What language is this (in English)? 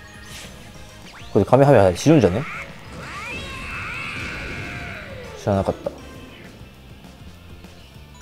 Japanese